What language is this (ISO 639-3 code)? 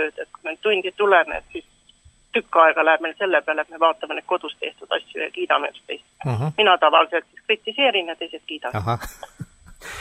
est